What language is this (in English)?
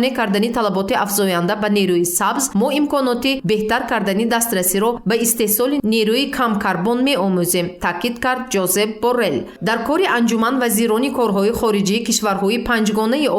Tajik